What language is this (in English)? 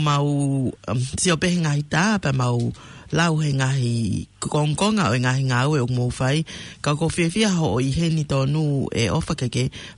Tongan